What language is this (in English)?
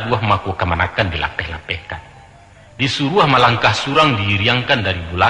Minangkabau